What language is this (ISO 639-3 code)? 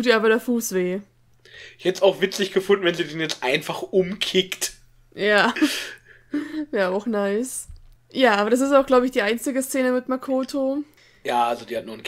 deu